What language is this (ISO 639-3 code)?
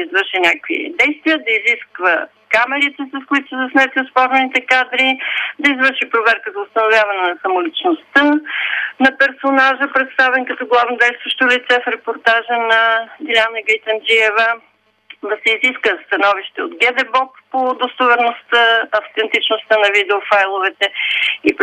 bul